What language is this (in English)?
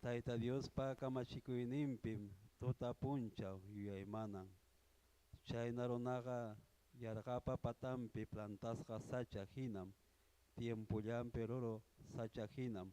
Ayacucho Quechua